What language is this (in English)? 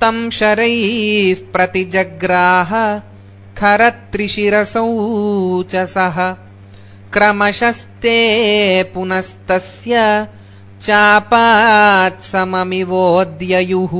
Sanskrit